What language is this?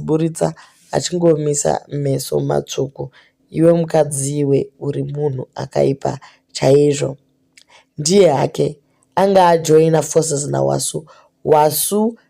Shona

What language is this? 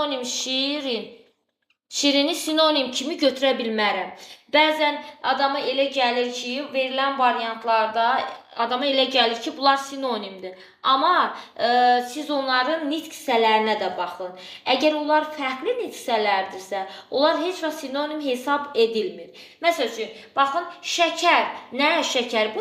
Azerbaijani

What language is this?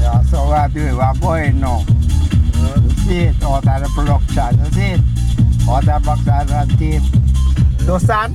Jamaican Creole English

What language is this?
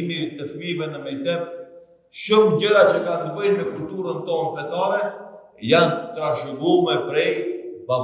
Albanian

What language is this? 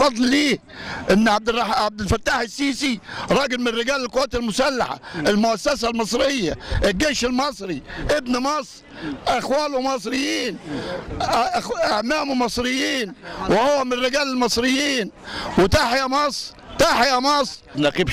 Egyptian Arabic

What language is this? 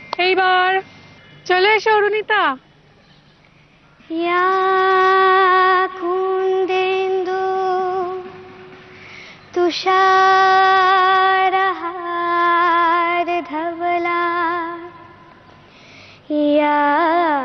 Bangla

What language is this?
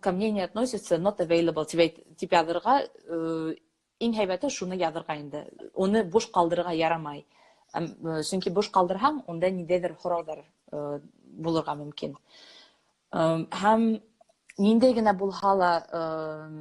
Bashkir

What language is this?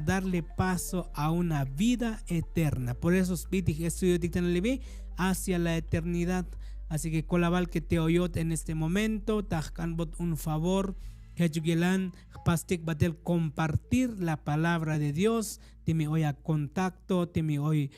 Tzotzil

